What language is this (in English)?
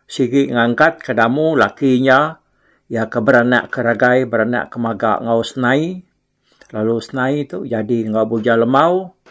Iban